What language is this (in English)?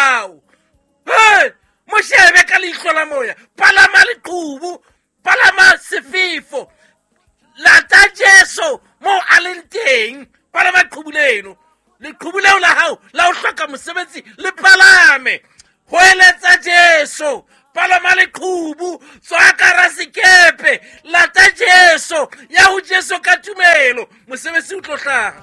Southern Sotho